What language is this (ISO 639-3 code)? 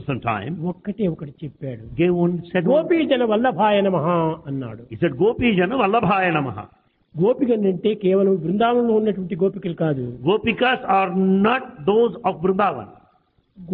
tel